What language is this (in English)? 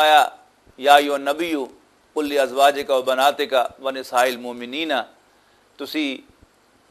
Western Panjabi